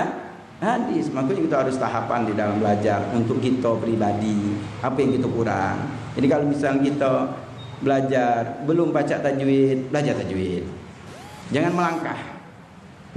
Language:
Musi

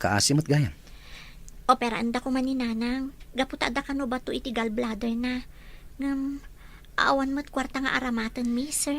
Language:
Iloko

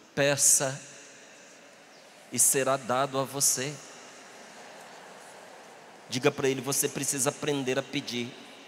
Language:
Portuguese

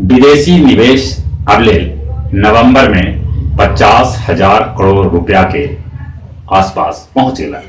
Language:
Magahi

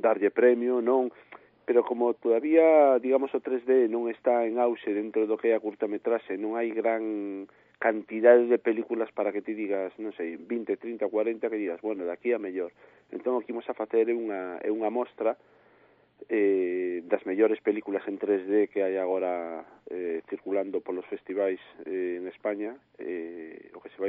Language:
Galician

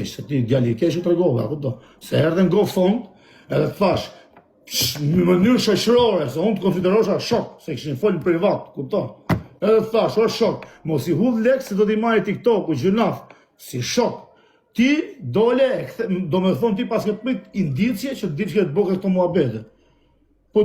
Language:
Albanian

